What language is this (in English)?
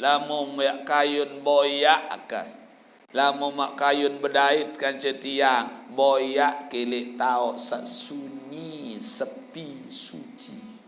Sasak